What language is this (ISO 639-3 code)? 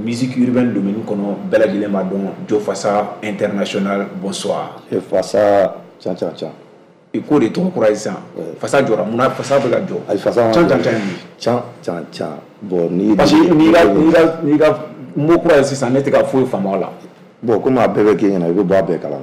bam